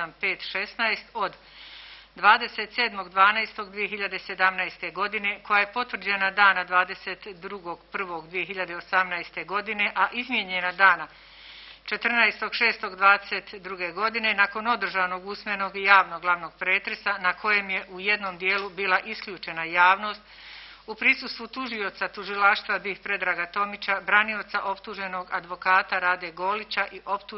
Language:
Bosnian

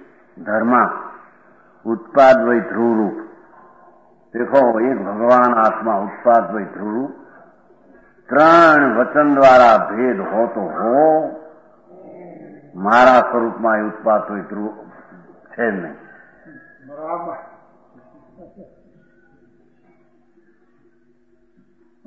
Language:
Gujarati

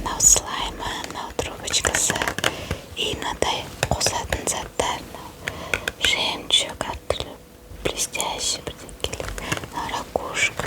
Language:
Kazakh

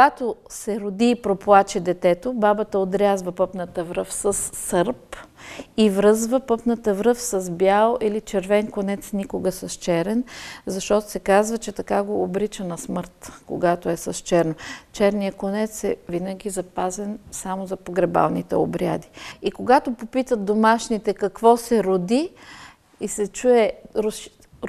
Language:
Bulgarian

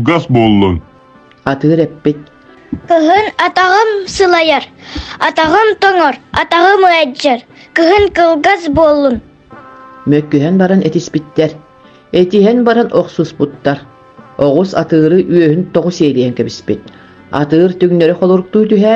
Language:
Yakut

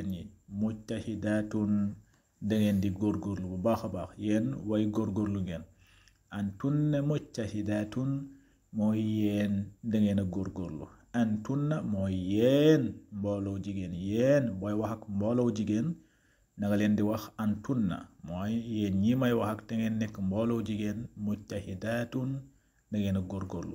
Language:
Wolof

